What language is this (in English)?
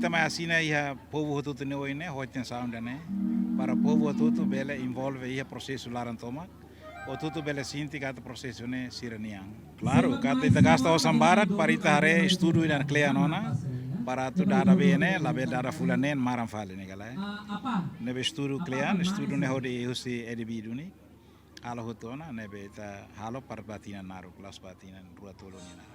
Tetum